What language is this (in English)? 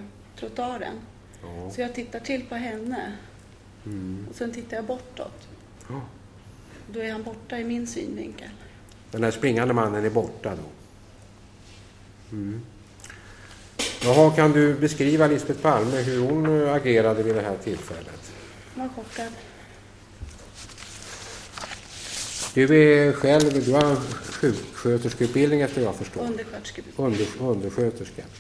Swedish